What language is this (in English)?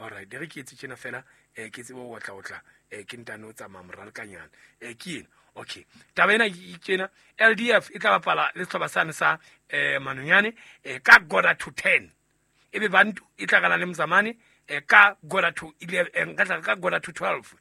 Southern Sotho